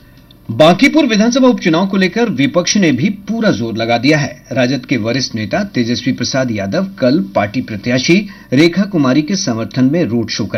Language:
Hindi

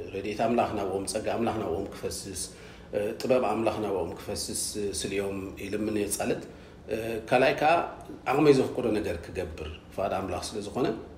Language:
Tigrinya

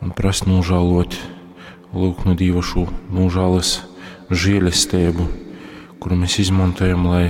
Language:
Latgalian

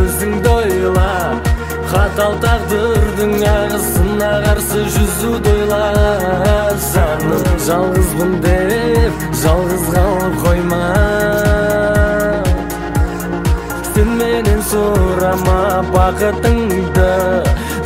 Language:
Kazakh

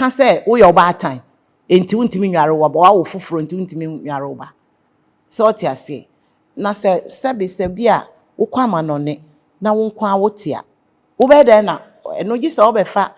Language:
Akan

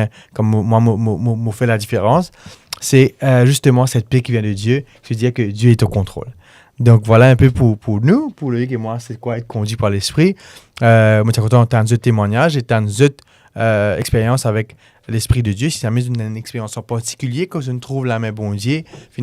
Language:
Morisyen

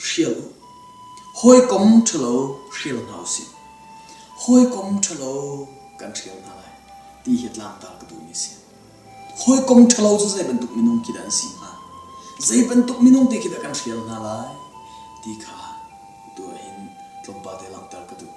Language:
Hakha Chin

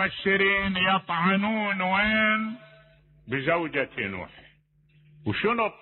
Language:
Mesopotamian Arabic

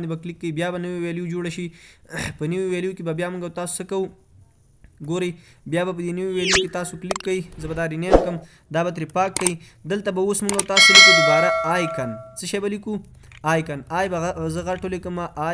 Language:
Pashto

